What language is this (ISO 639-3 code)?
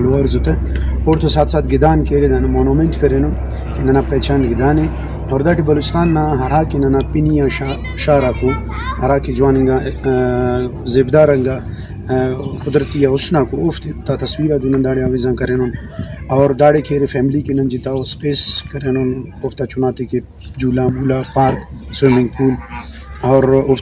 brh